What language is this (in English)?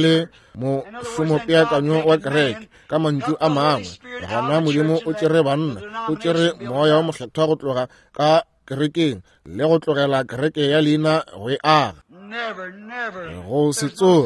Northern Sotho